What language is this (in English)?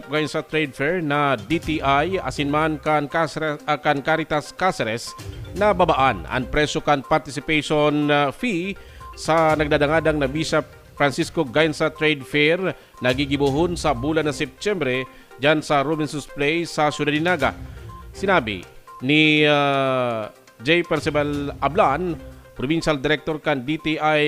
Bikol